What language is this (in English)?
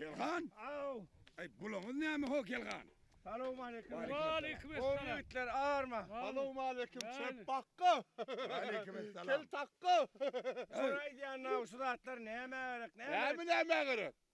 Turkmen